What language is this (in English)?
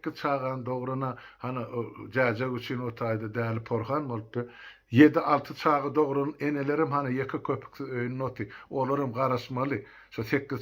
Turkmen